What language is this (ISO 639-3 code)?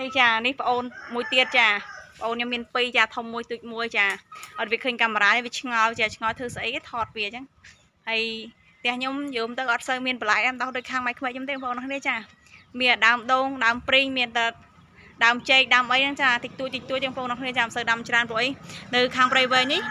khm